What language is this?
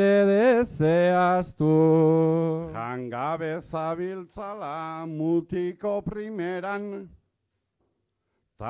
Basque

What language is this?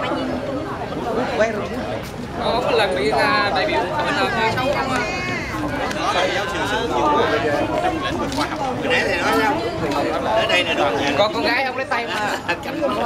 Vietnamese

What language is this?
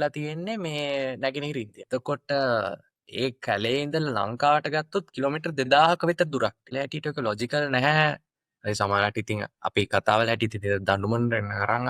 Sinhala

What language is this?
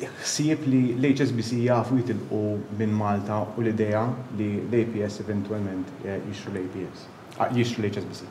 Maltese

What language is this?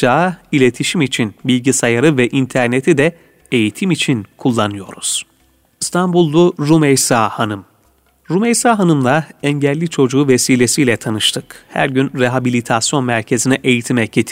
Turkish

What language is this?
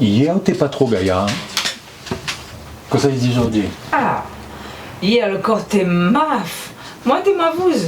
Réunion Creole French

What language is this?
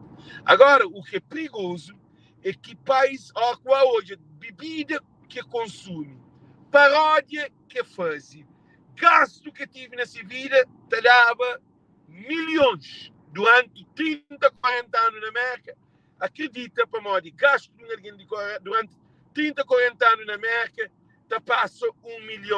Kabuverdianu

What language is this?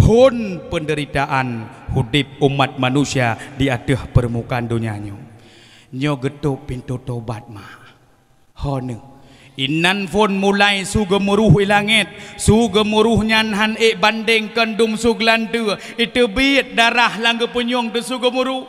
Achinese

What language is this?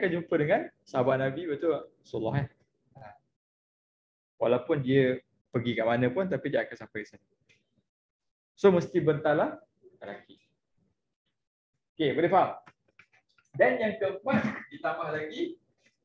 Malay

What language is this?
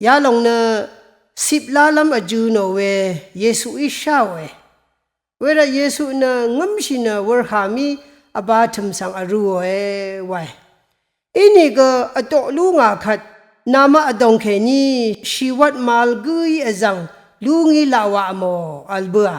Rawang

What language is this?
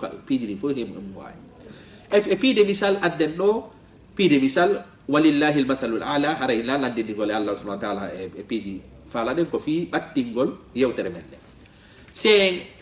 Fula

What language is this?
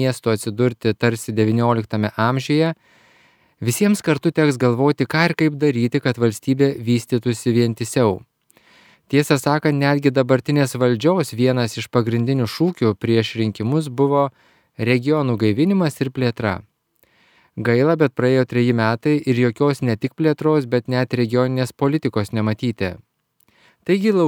Lithuanian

